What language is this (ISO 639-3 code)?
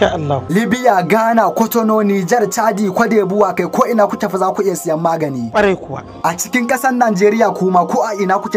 hau